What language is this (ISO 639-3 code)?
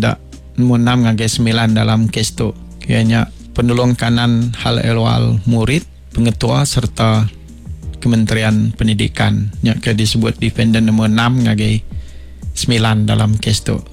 iba